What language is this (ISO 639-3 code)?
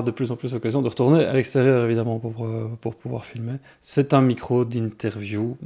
fra